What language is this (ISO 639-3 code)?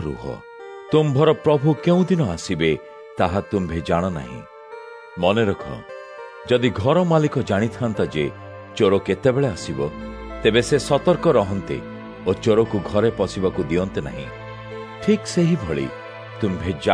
ori